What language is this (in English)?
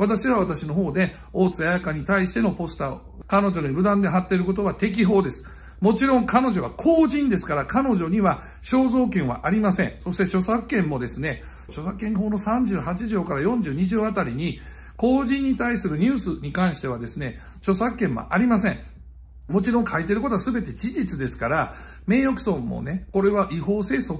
Japanese